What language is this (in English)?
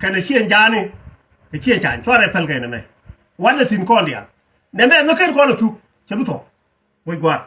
Nuer